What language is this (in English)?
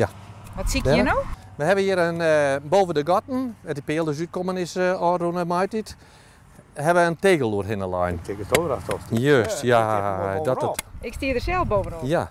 Western Frisian